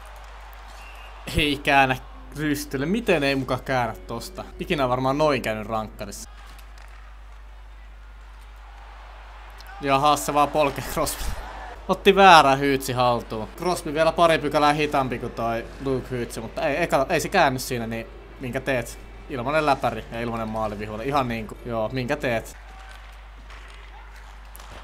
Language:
Finnish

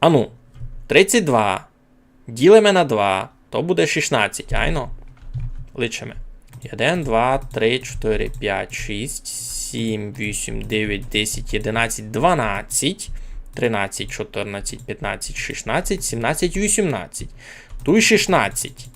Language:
Rusyn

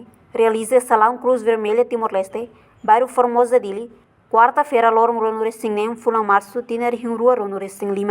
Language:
Tetum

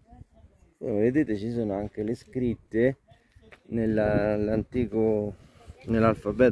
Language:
Italian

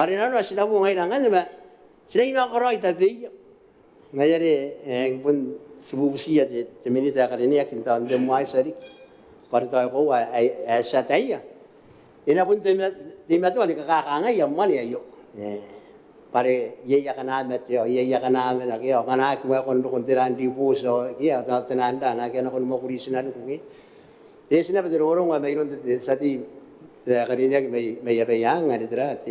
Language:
Gilbertese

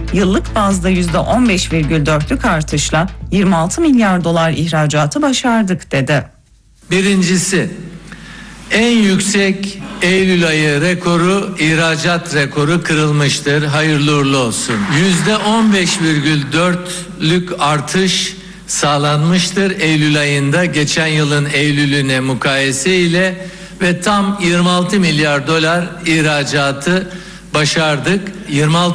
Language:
Turkish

